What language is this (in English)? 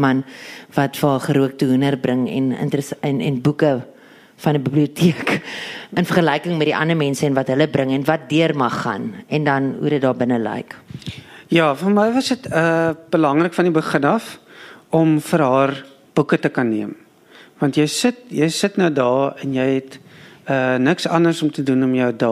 Afrikaans